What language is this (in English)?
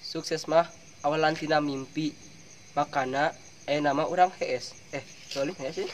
Sundanese